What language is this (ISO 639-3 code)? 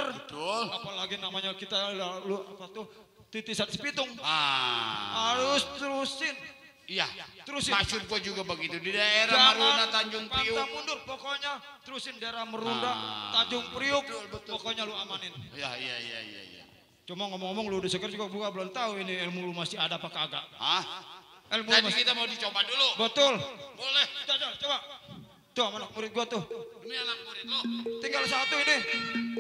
bew